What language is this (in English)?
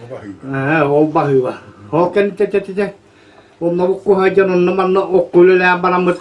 Yakut